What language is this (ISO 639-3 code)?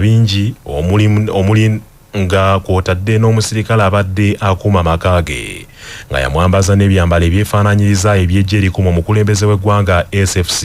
lug